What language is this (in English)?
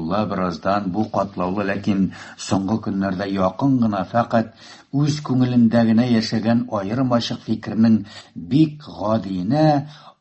Tatar